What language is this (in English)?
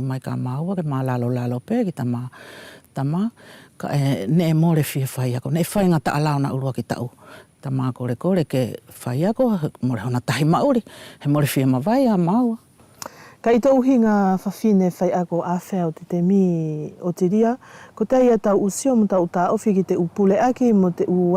Wallisian